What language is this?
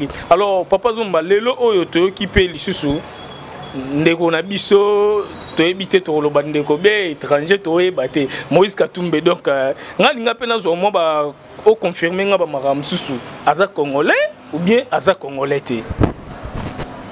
Lingala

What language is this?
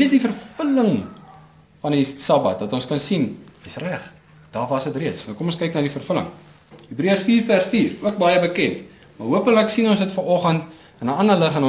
Afrikaans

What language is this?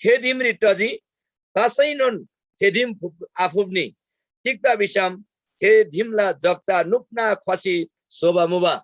Eastern Tamang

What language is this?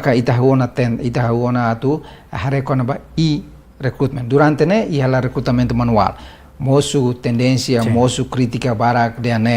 Tetum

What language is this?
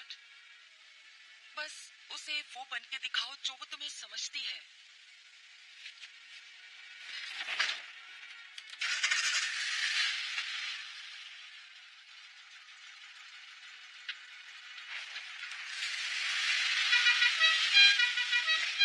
Hindi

